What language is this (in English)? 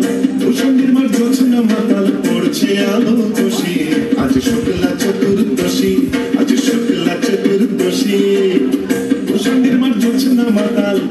Bangla